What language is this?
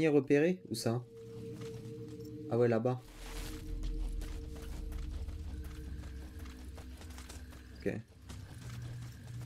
French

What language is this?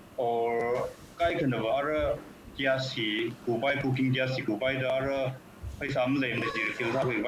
Tangkhul Naga (India)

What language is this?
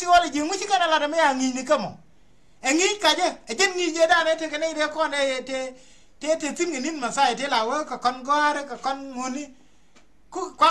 Nuer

